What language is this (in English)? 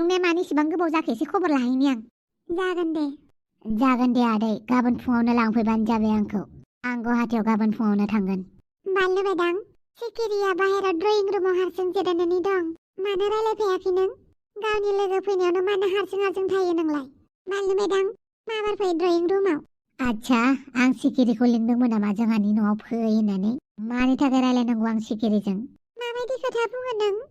Bodo